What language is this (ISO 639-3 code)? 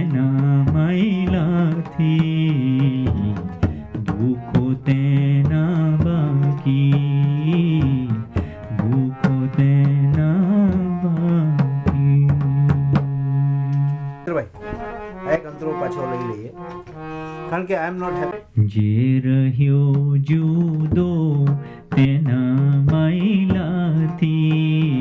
guj